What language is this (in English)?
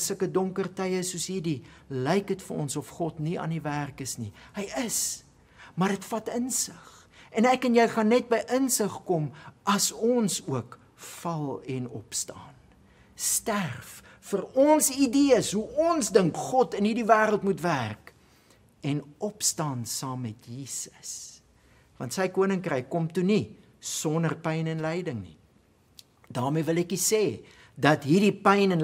Afrikaans